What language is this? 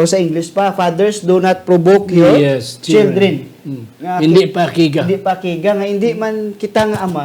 Hiligaynon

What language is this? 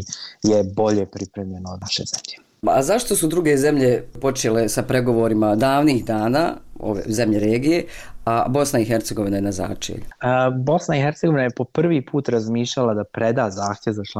Bosnian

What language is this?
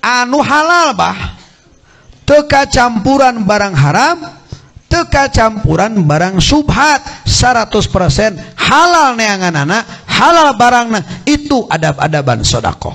Sundanese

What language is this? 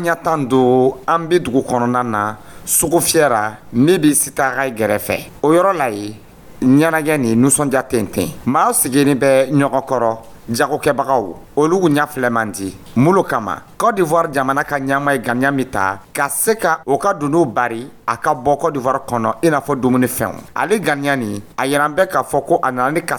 Dyula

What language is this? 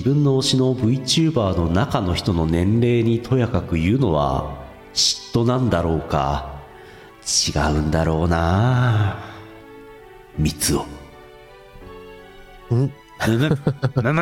Japanese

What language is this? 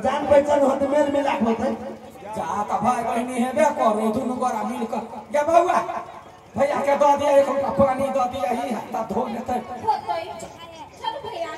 Maithili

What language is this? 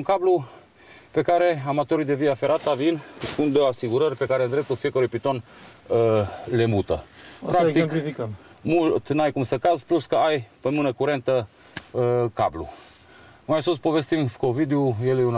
Romanian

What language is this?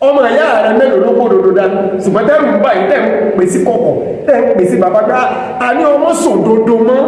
Yoruba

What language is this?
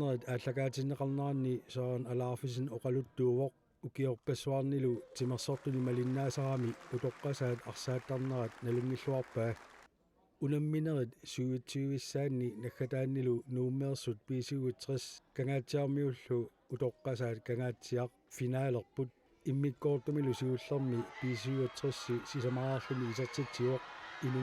Kalaallisut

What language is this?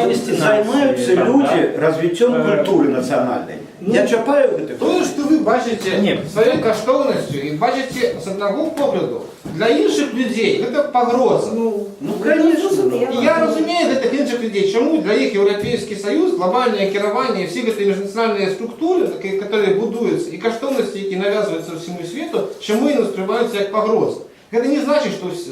Belarusian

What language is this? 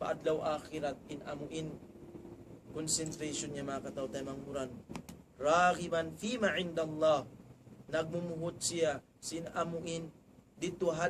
Tausug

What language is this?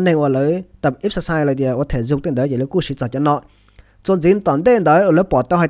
Hmong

